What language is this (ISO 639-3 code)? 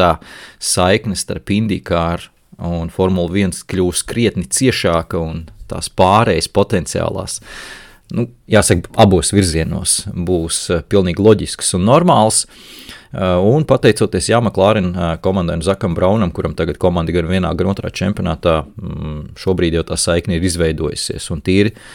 lav